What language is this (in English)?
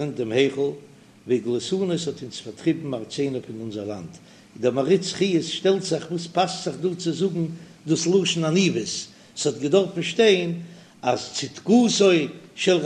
Yiddish